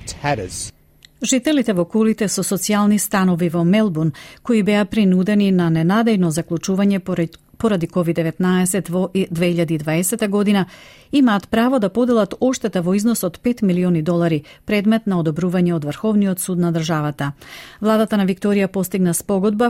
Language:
Macedonian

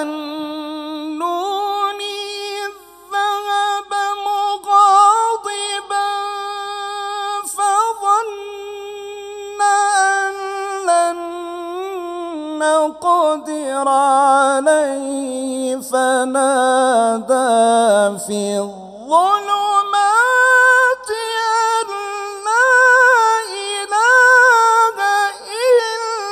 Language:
Arabic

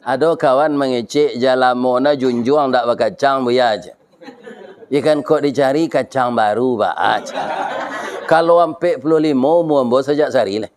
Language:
Minangkabau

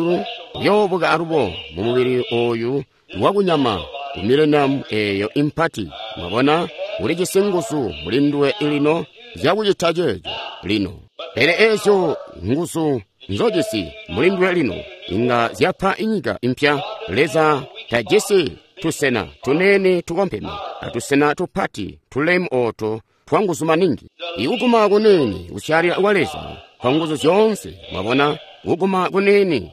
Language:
Tonga (Zambia)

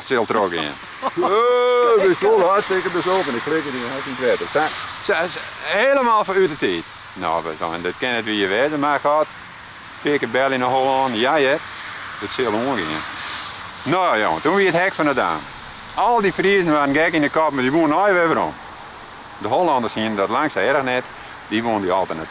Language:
Western Frisian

